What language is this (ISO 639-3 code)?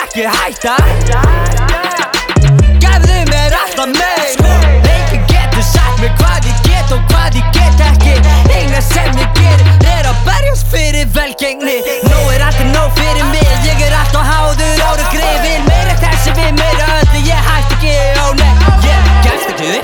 isl